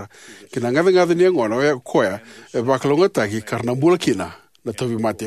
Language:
Fijian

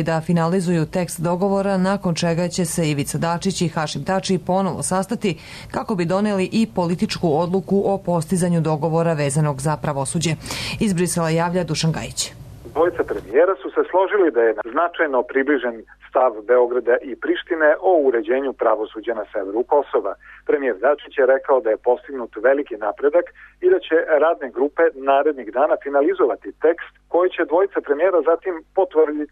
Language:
Serbian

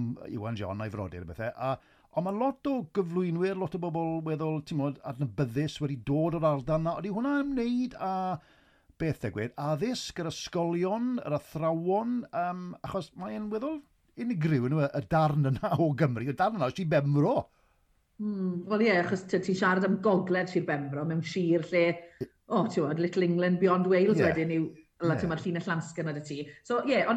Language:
Welsh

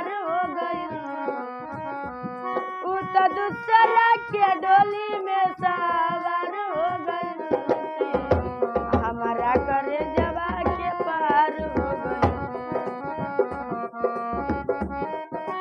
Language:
Bhojpuri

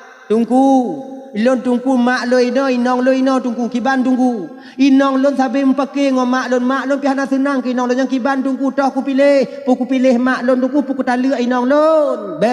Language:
Achinese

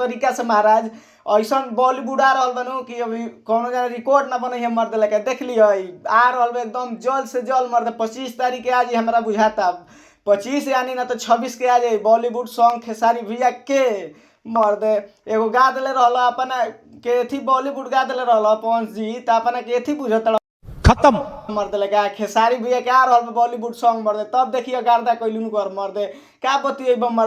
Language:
Bhojpuri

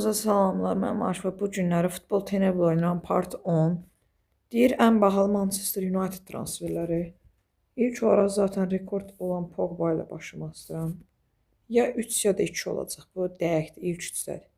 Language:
Azerbaijani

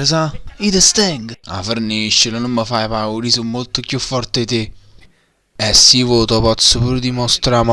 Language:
Neapolitan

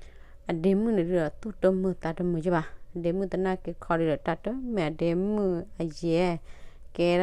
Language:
S'gaw Karen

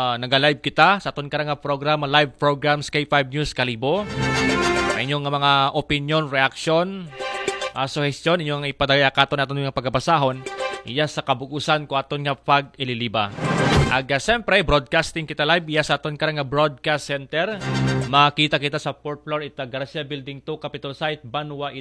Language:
Aklanon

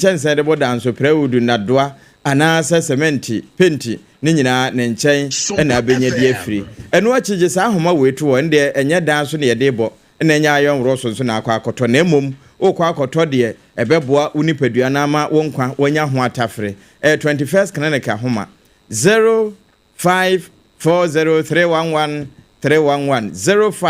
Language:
Akan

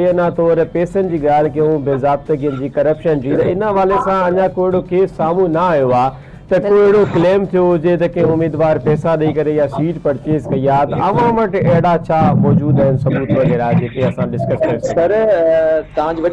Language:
Sindhi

